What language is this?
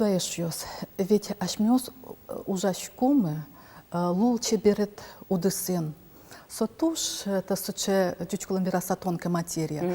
Udmurt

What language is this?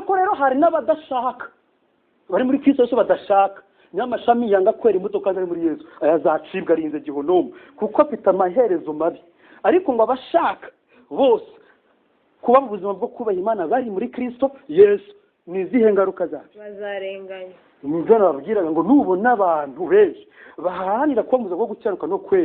Kinyarwanda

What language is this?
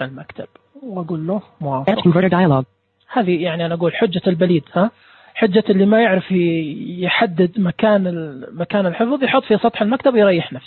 Najdi Arabic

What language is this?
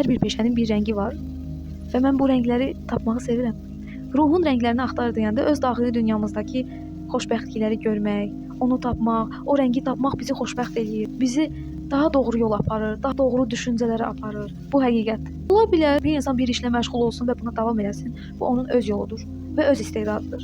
Azerbaijani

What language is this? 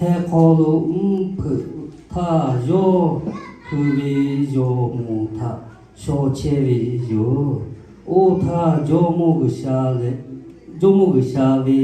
Lahu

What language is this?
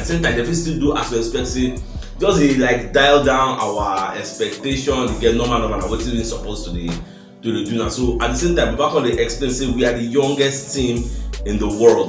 Nigerian Pidgin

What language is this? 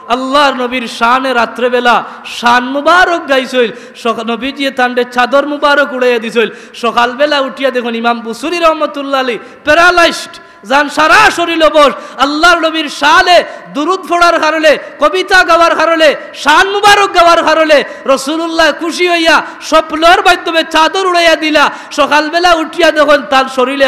Sylheti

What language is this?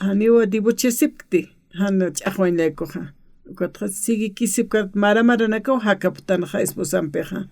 Aymara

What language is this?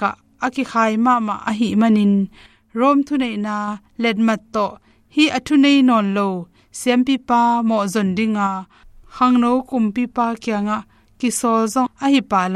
Tedim Chin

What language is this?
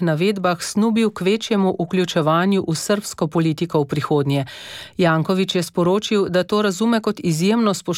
Slovenian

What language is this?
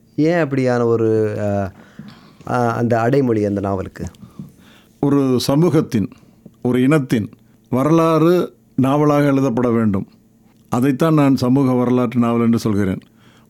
Tamil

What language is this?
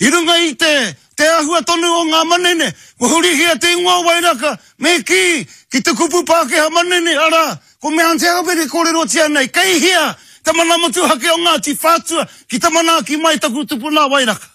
Māori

